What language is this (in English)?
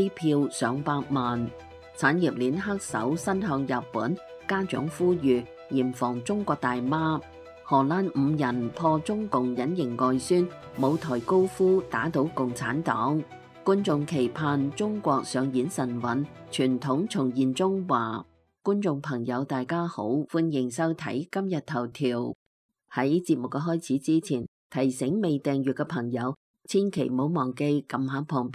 Cantonese